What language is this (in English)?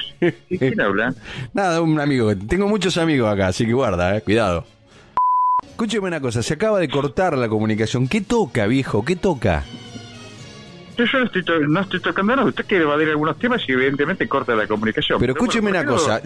Spanish